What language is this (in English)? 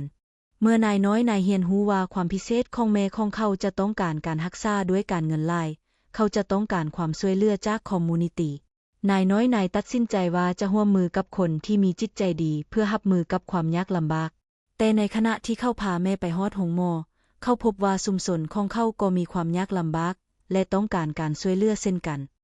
Lao